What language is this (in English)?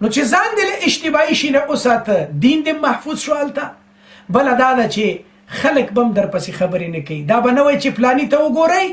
Pashto